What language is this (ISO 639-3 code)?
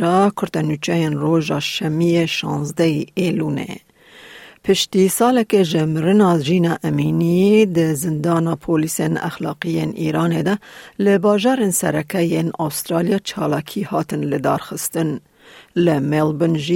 kur